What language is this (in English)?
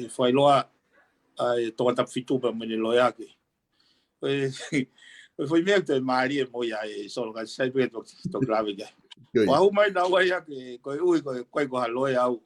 Tongan